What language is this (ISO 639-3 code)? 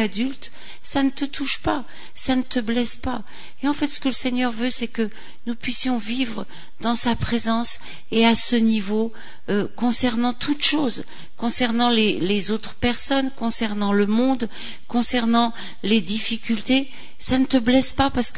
fra